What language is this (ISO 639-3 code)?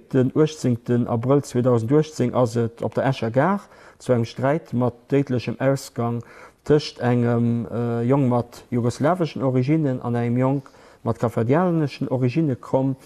ltz